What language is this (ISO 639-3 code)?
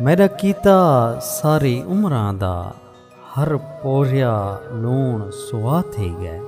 skr